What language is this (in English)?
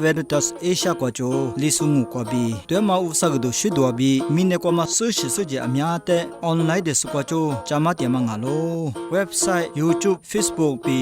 Lisu